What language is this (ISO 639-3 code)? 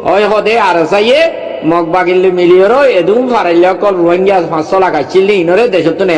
rhg